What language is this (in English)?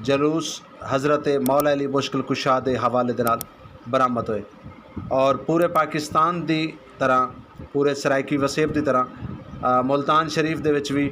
Saraiki